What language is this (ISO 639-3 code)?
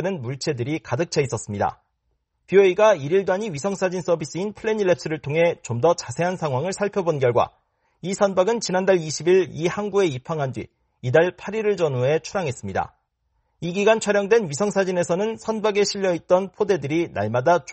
kor